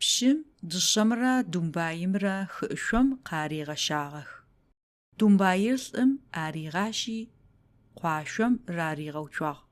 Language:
Adyghe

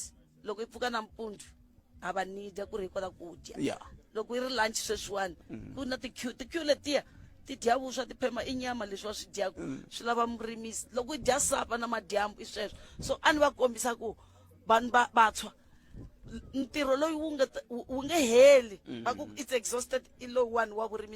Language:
Tsonga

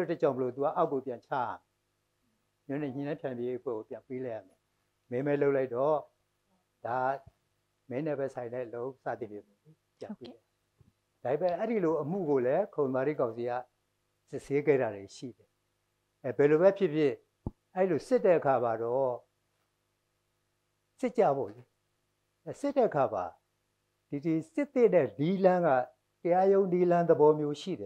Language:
Burmese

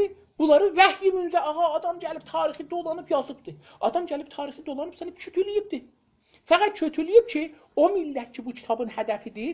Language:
South Azerbaijani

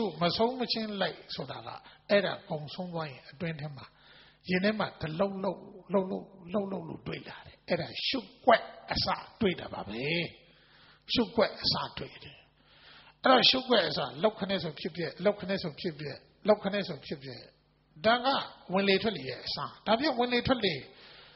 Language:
Burmese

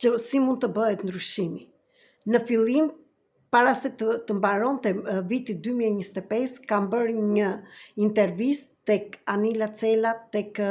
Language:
Albanian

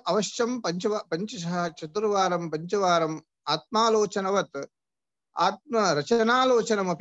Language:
Sanskrit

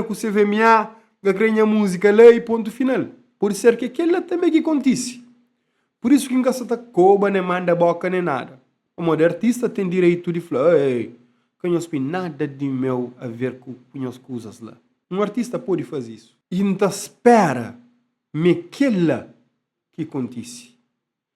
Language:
Kabuverdianu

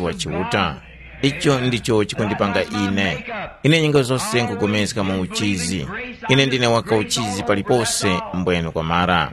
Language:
Tumbuka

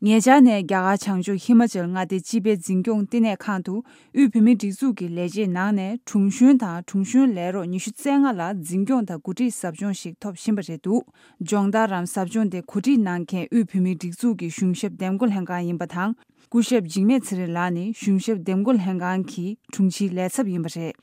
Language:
Tibetan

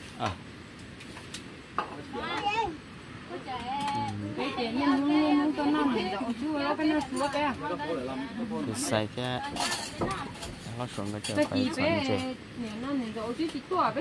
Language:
Vietnamese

